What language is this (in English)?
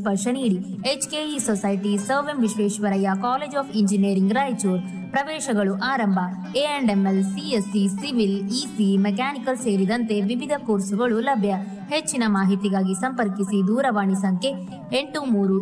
Kannada